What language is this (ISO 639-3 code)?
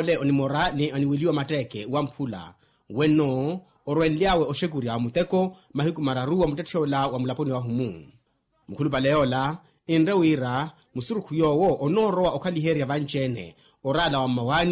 vmw